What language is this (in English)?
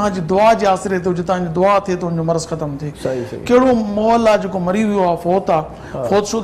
Sindhi